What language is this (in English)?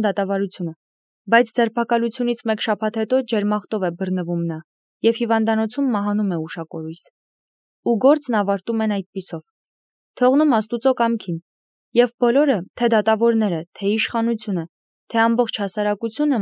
Armenian